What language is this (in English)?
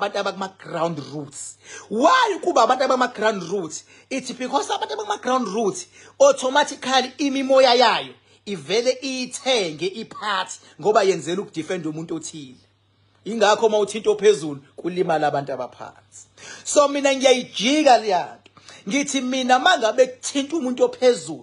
Zulu